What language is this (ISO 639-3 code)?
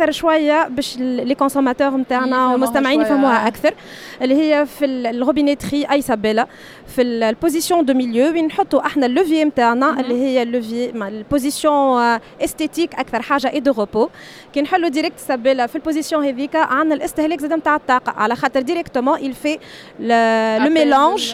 aeb